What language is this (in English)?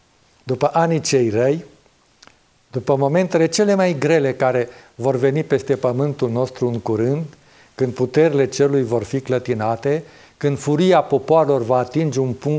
Romanian